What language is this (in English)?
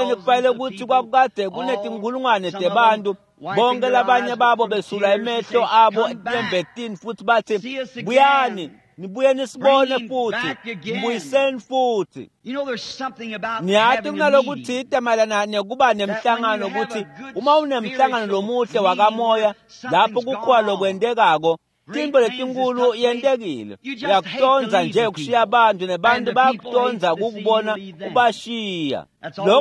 Swati